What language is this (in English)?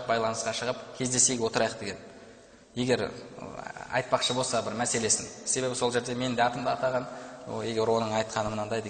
Kazakh